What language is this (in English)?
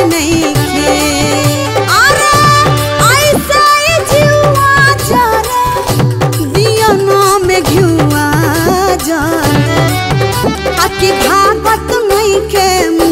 Bhojpuri